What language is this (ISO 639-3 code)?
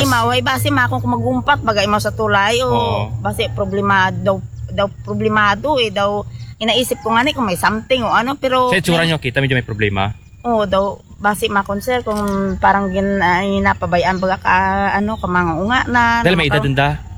akl